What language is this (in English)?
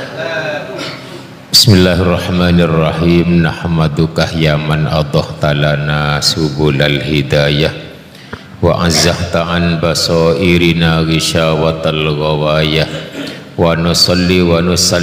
Madurese